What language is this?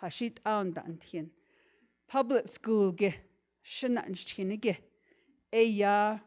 Navajo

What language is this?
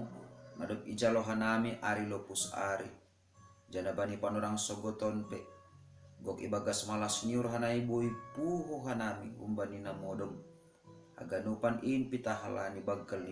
Batak Simalungun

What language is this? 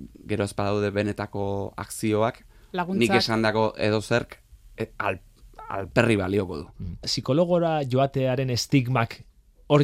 Basque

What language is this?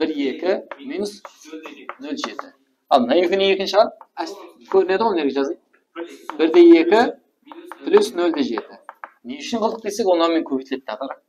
Kara-Kalpak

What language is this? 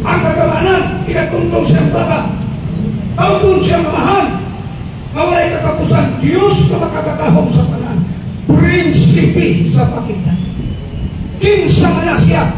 Cebuano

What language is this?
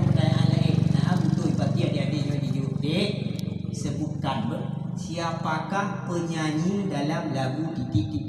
Achinese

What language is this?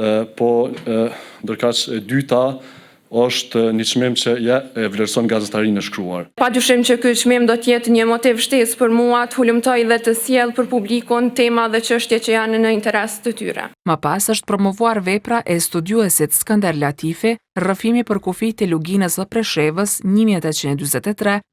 Albanian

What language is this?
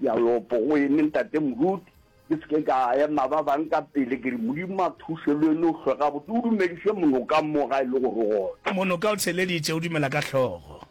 Northern Sotho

